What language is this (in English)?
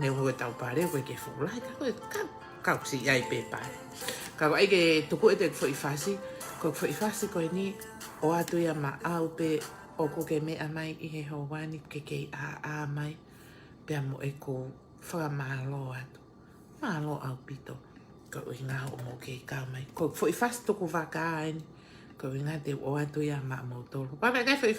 Tongan